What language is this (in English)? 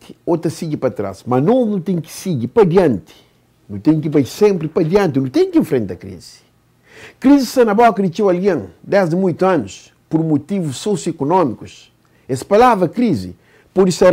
Kabuverdianu